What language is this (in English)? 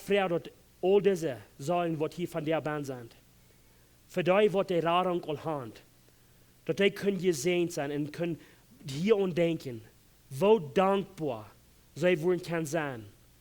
Plautdietsch